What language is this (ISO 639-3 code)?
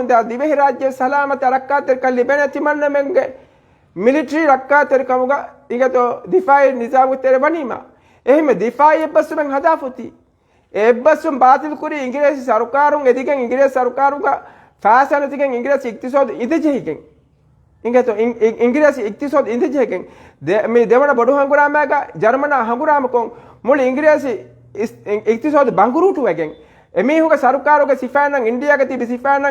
div